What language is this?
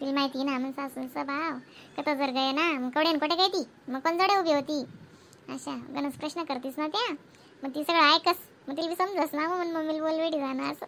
Khandesi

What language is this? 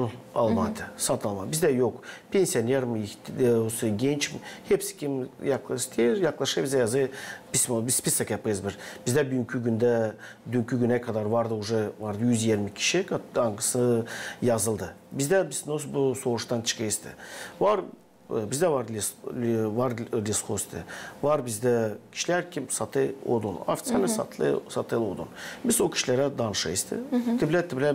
Gagauz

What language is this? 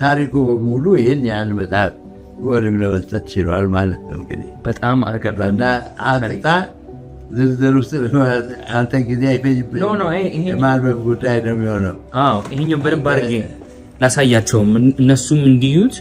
Amharic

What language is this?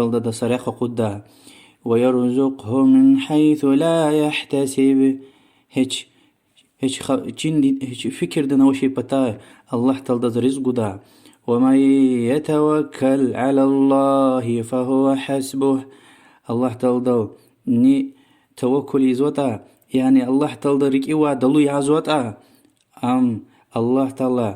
Lezghian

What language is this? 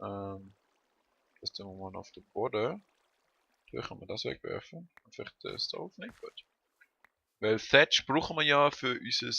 Swiss German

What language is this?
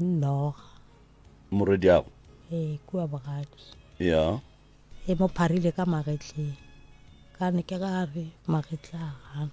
Northern Sotho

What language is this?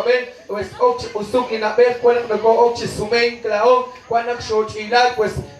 Kekchí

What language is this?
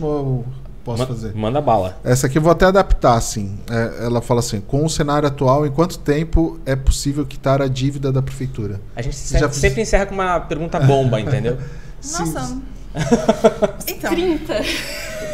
Portuguese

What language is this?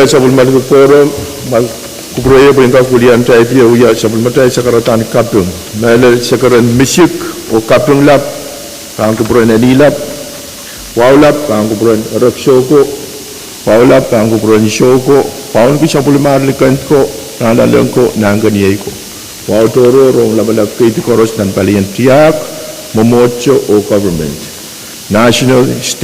Pohnpeian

